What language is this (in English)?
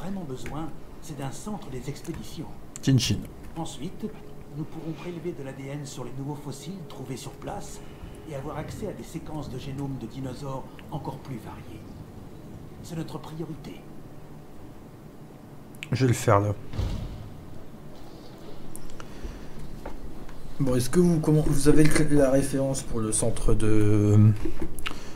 French